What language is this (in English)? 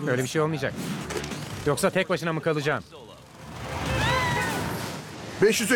Turkish